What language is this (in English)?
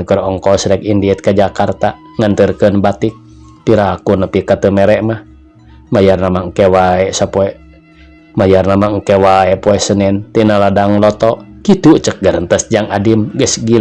Sundanese